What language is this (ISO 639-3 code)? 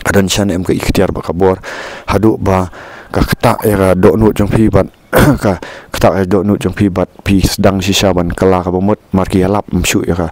kha